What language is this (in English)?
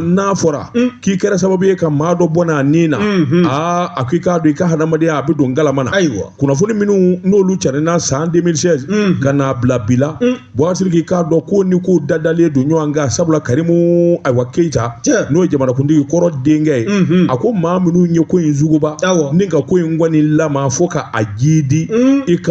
Bambara